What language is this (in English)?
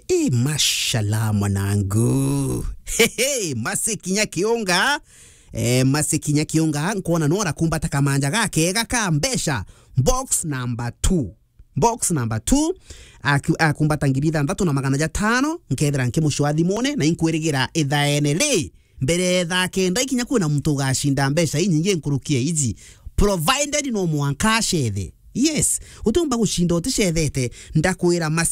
Meru